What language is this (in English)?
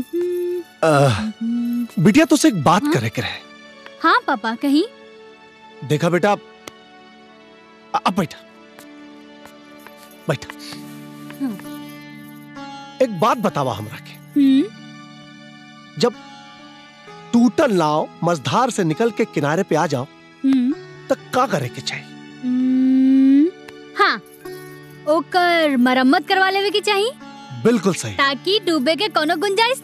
Bhojpuri